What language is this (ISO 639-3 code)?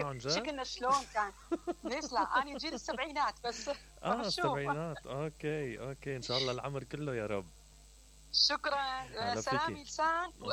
acm